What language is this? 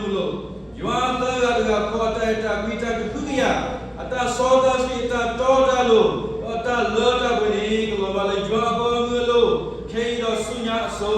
S'gaw Karen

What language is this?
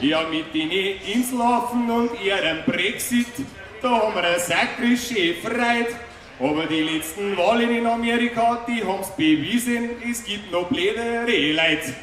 Bavarian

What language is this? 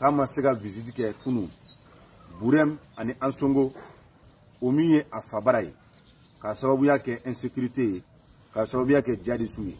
Bambara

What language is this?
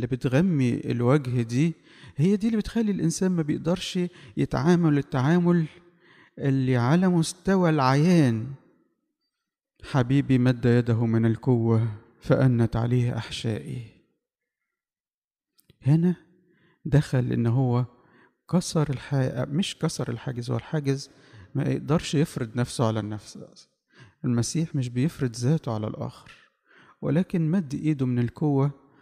Egyptian Arabic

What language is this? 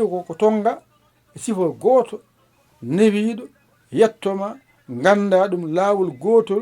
Fula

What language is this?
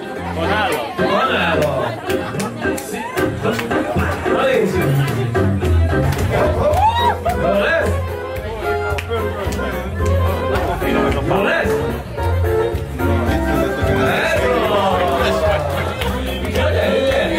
Hungarian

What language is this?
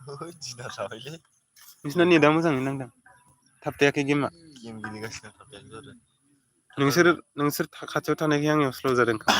Bodo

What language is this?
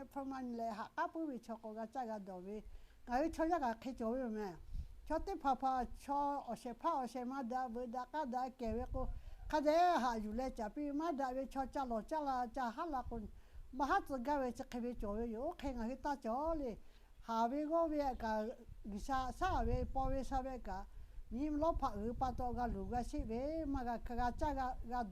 Lahu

